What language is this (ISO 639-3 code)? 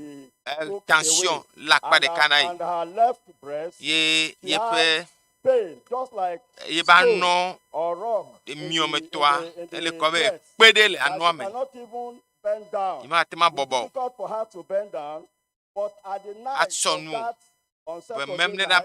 ewe